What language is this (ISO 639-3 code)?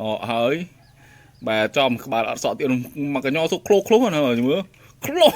khm